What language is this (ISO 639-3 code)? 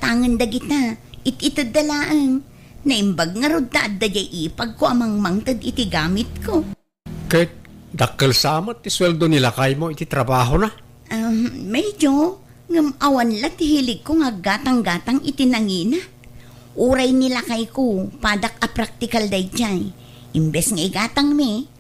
ilo